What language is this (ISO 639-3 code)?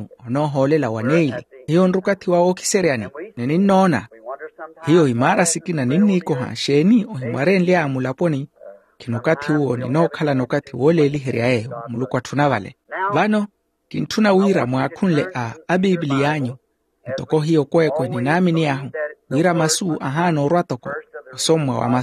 vmw